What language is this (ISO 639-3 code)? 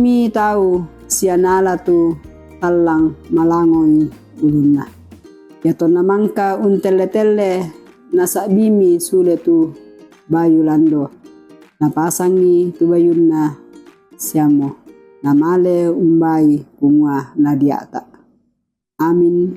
sda